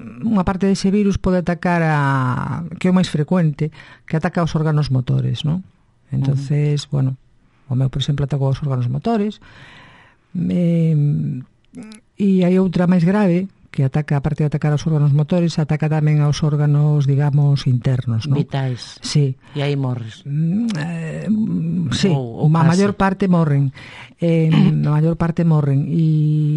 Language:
Galician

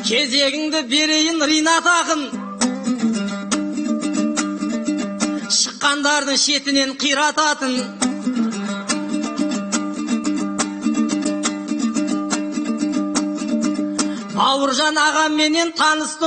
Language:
Kazakh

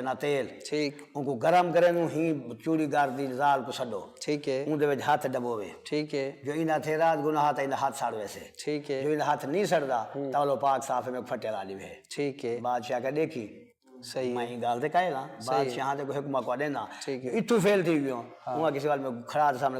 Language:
Saraiki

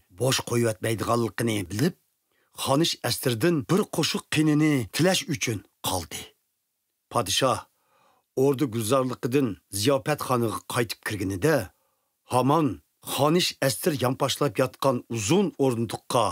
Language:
Uyghur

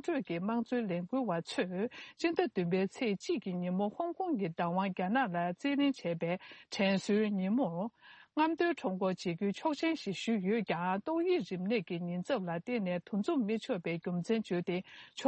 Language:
Tibetan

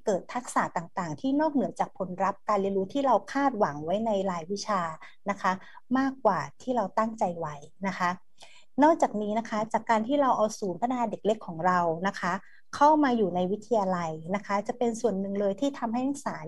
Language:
Thai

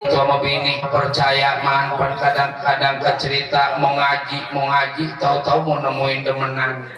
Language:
Betawi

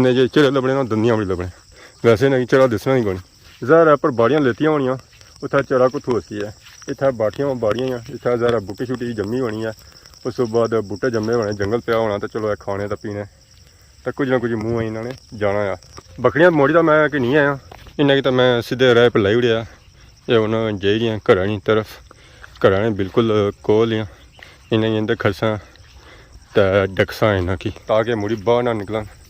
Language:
Pahari-Potwari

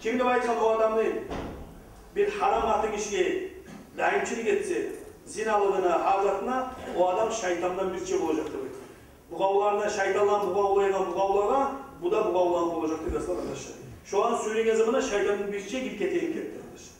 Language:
Kumyk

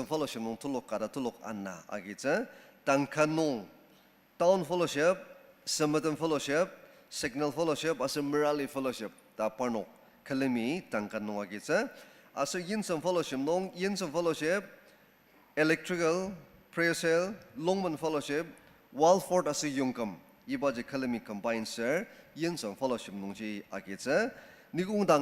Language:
Ao Naga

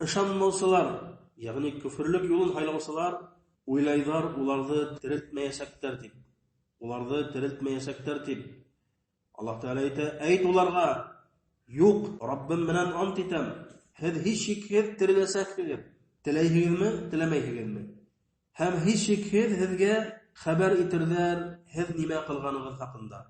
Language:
Bashkir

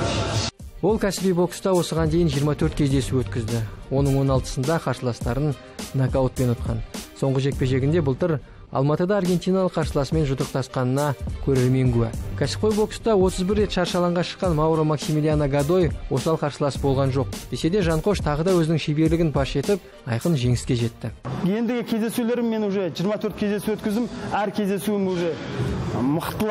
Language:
Kazakh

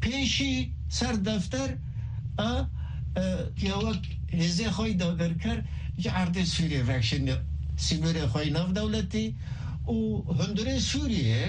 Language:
Kurdish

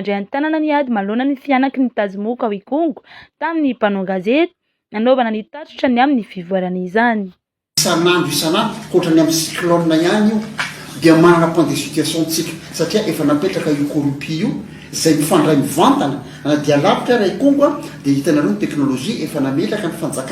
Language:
Malagasy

